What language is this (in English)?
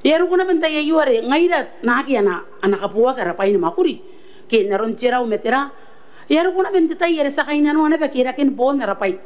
Gilbertese